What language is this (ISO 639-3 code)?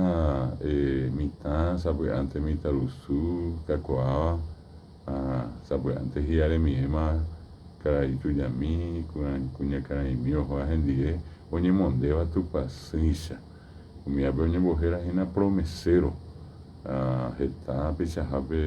grn